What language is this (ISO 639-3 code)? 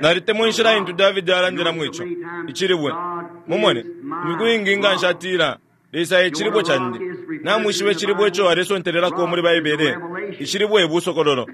bem